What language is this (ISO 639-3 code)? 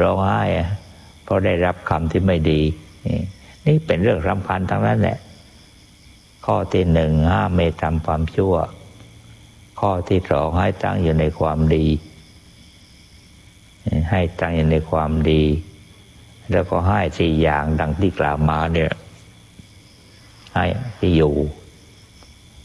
tha